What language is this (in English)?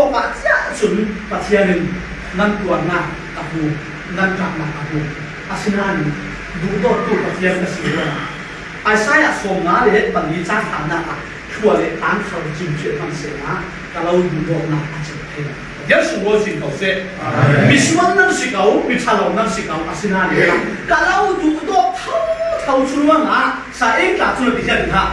Falam Chin